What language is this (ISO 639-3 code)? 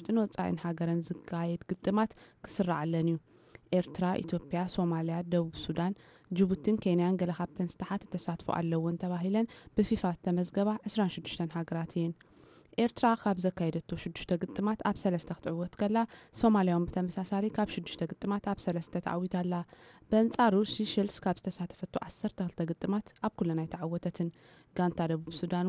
tir